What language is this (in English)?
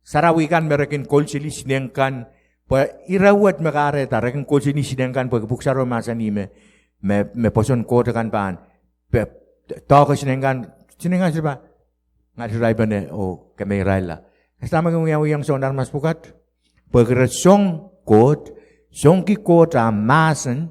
Pohnpeian